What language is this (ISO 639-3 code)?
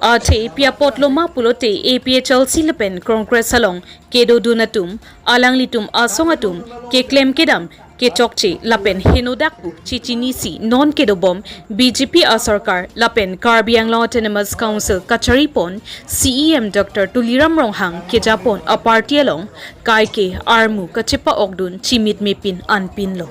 mjw